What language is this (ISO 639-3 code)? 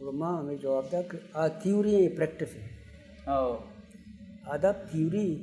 bal